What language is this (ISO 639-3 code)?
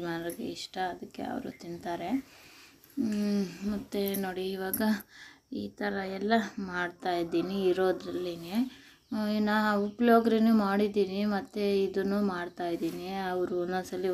kan